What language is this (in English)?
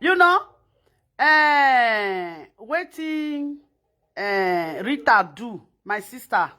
Nigerian Pidgin